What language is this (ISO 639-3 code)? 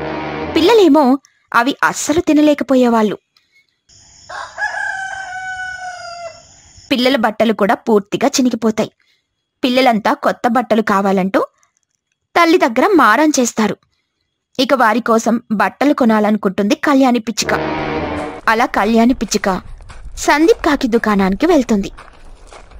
tel